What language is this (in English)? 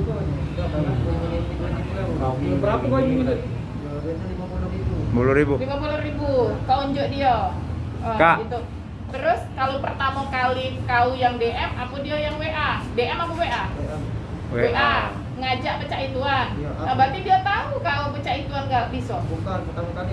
Musi